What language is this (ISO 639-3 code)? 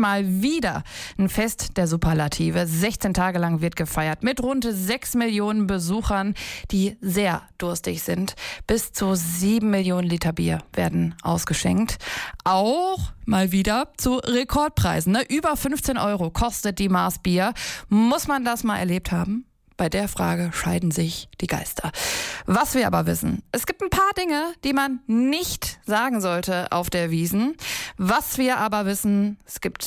deu